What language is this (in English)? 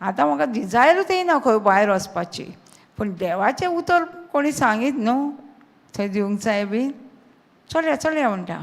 Konkani